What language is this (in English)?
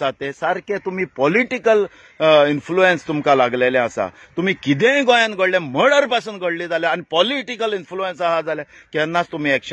Konkani